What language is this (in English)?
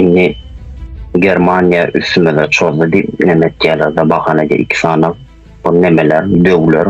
Turkmen